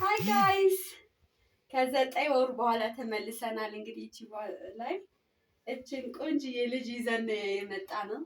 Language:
Amharic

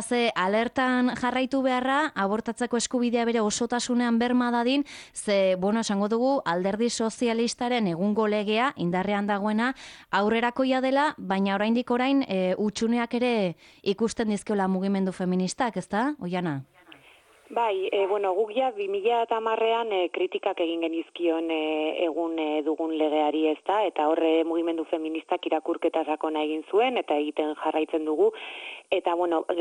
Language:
Basque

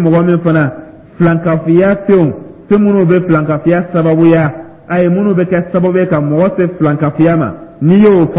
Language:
Dyula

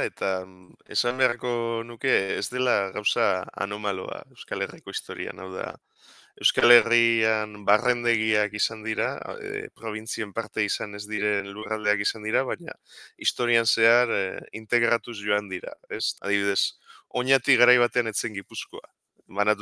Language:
Basque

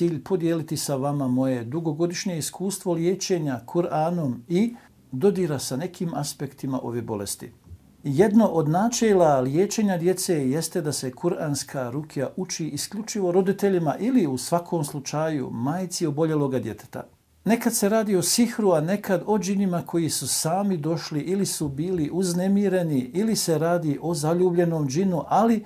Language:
Bosnian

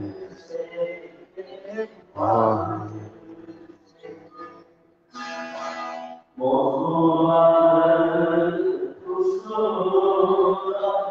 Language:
Turkish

